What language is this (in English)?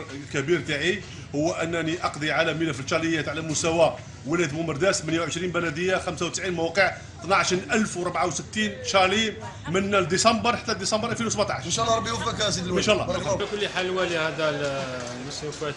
Algerian Arabic